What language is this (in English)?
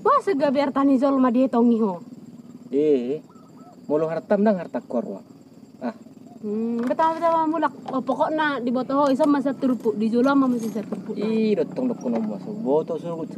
Batak Toba